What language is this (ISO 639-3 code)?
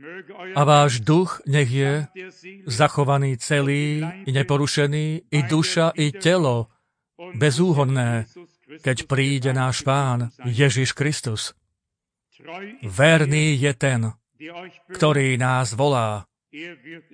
slk